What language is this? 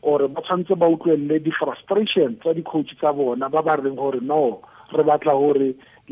Tswana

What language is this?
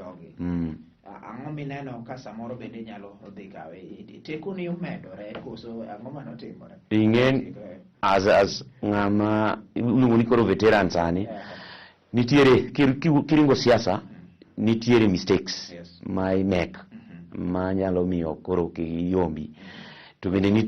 Luo (Kenya and Tanzania)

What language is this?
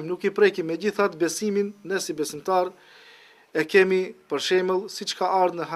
Albanian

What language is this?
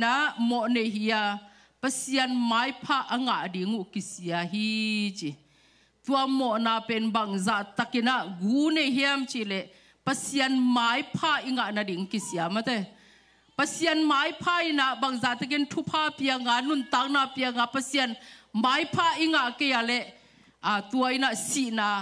Tedim Chin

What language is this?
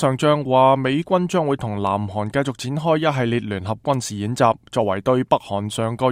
Cantonese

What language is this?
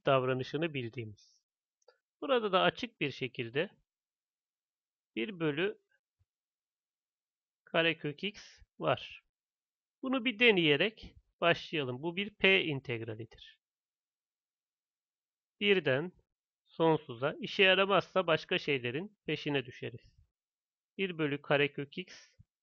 Turkish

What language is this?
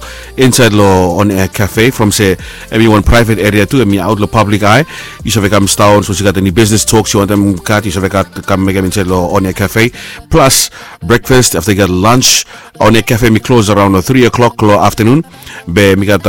Bislama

